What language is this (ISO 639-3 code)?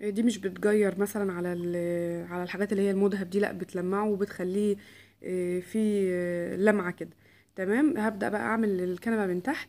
arz